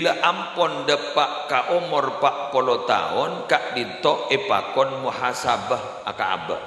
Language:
Madurese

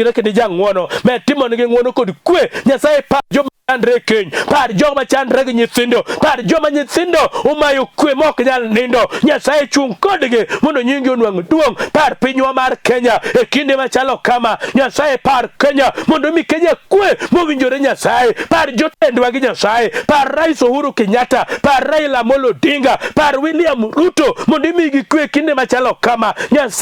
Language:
Luo (Kenya and Tanzania)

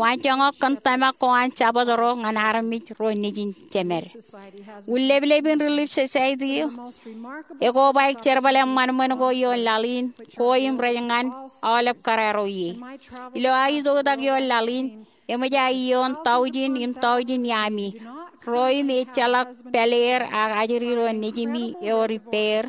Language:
Marshallese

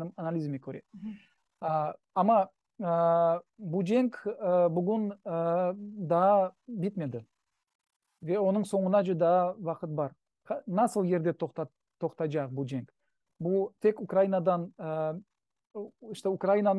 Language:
Crimean Tatar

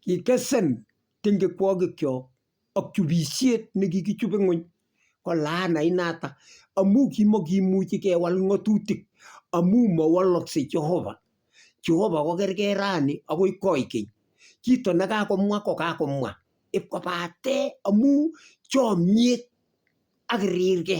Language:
Kalenjin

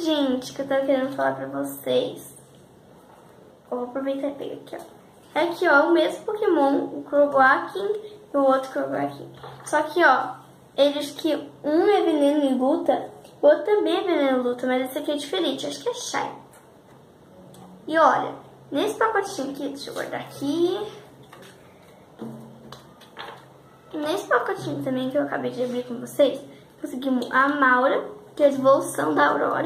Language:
Portuguese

